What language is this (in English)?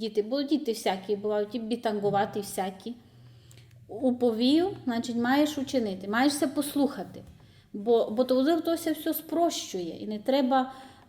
Rusyn